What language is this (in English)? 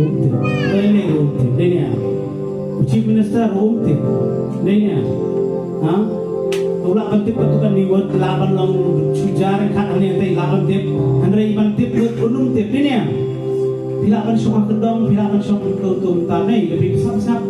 Khasi